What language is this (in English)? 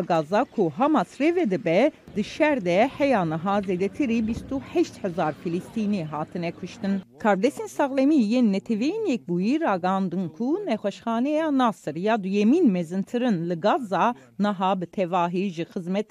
Kurdish